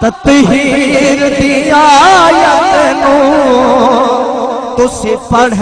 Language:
Saraiki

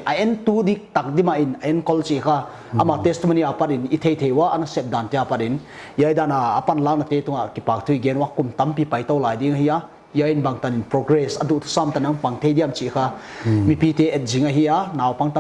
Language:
Paite Chin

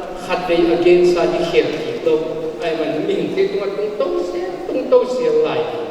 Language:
Paite Chin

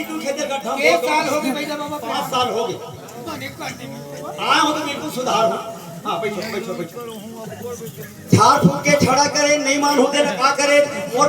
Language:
Chhattisgarhi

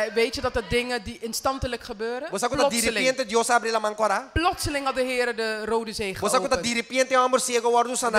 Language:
Papiamento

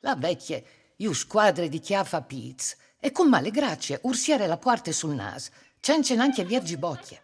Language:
Friulian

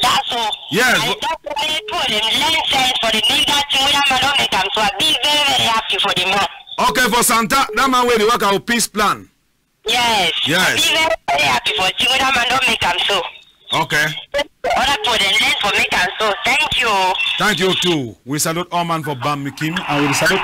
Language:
Cameroon Pidgin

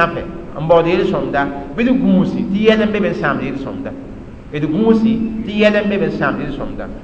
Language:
Mossi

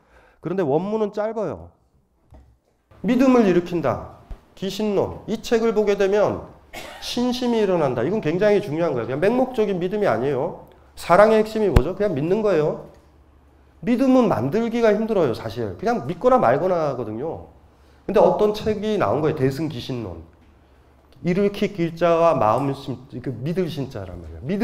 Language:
Korean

